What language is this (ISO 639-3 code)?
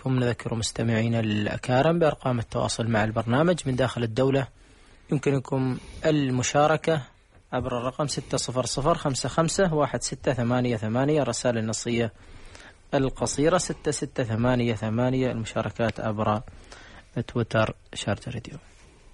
ara